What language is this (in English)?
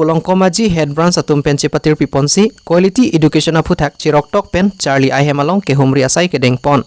Karbi